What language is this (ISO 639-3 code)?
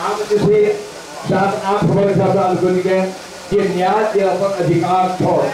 mai